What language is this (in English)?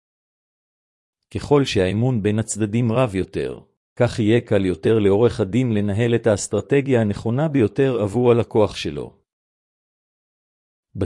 Hebrew